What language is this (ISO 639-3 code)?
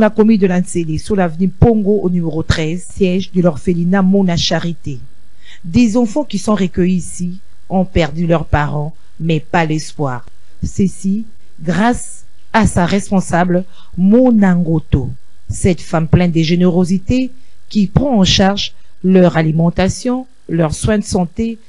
fra